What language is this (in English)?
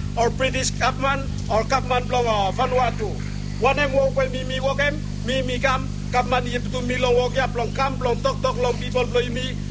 Bislama